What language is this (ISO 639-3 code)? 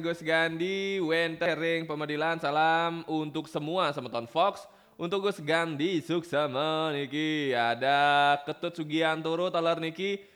ban